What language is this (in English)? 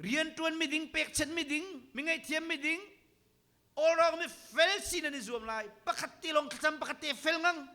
Hakha Chin